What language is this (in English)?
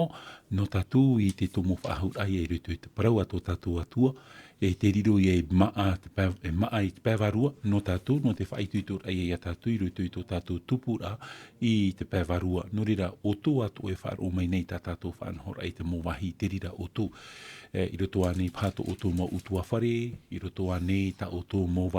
Tahitian